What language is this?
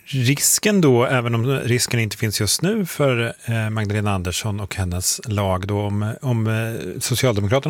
Swedish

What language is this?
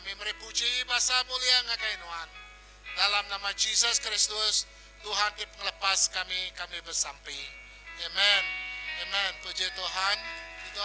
Iban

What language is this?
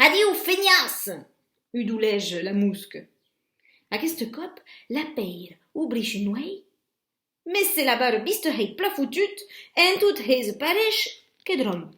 Occitan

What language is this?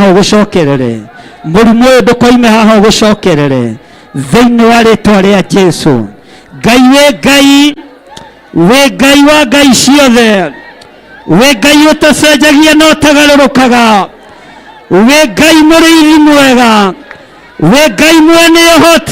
Kikuyu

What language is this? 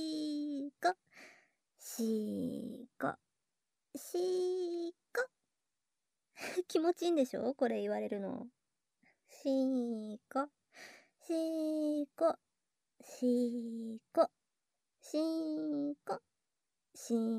Japanese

